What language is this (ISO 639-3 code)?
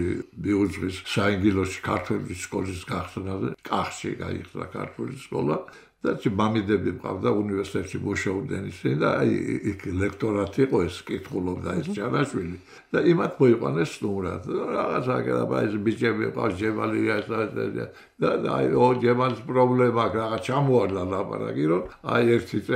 kat